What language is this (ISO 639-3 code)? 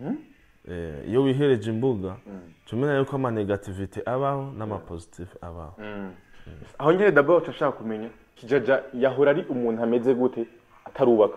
run